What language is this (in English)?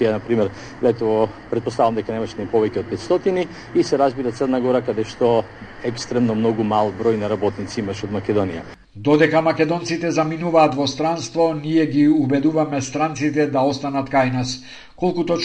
Macedonian